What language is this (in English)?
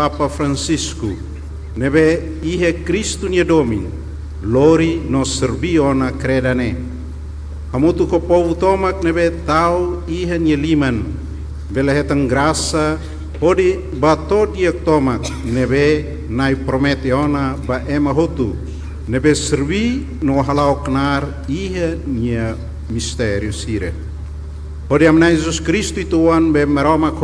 Tetum